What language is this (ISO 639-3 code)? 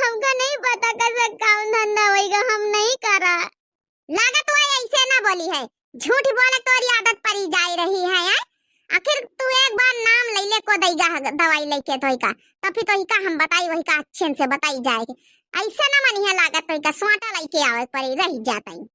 awa